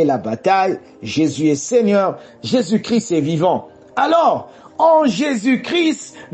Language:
French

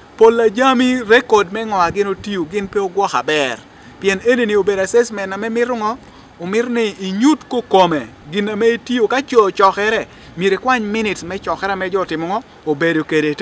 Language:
Acoli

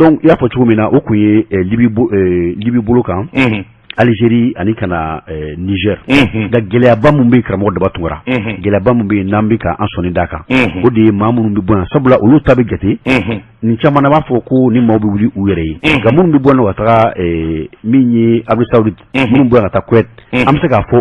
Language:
Bambara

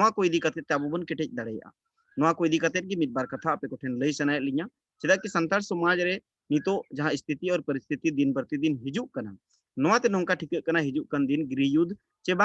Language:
Santali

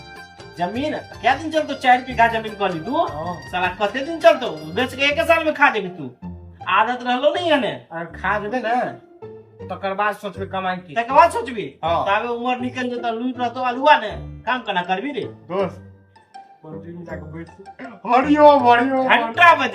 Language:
Maithili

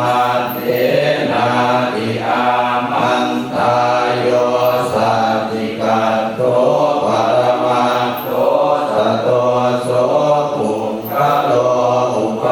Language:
Pali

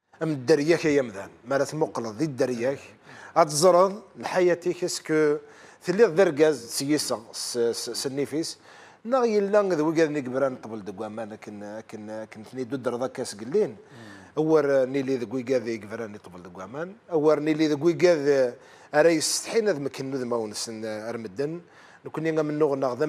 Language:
Kabyle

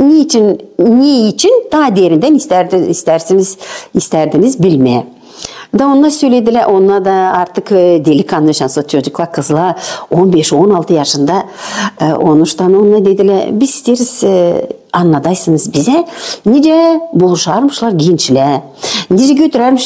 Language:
Gagauz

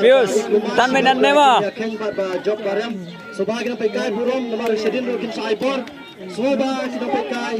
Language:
Khasi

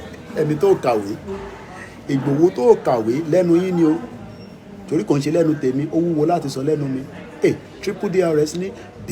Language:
Yoruba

